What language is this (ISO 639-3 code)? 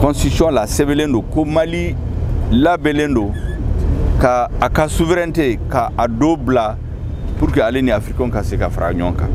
bam